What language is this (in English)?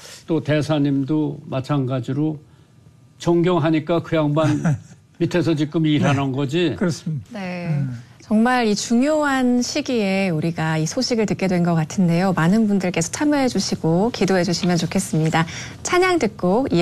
Korean